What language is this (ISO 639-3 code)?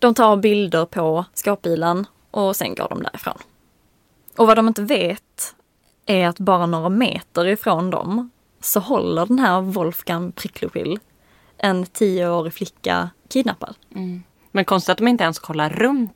swe